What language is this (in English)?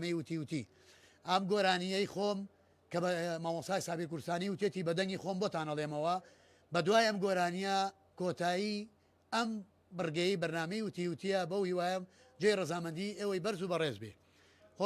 Central Kurdish